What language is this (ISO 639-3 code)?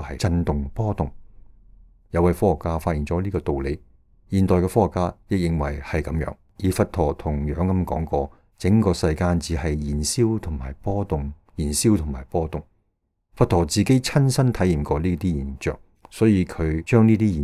yue